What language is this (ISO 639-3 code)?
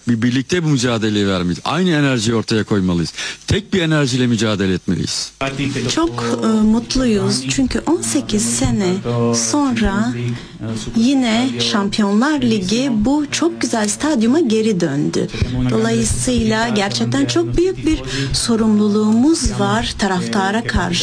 tur